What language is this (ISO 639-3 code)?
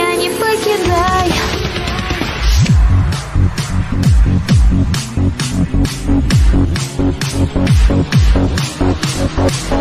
rus